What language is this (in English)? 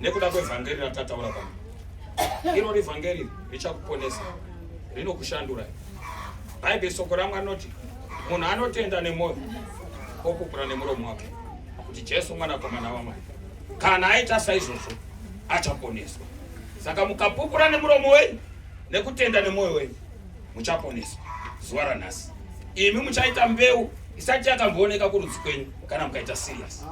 Shona